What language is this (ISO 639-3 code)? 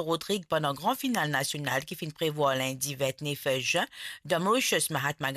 mfe